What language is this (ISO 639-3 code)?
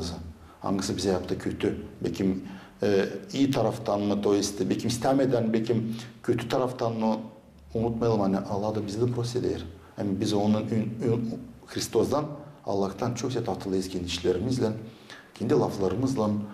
gag